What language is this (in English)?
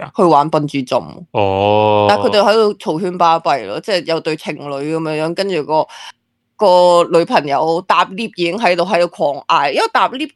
Cantonese